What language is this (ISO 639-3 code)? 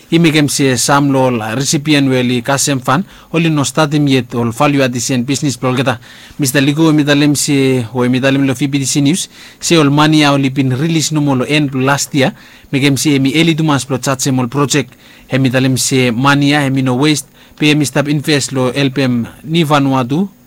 bis